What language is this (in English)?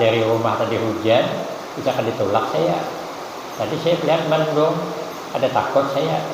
Banjar